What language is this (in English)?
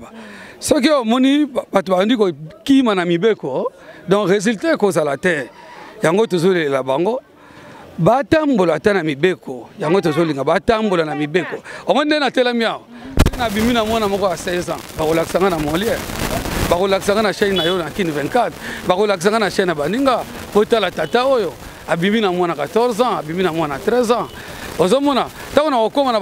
Lingala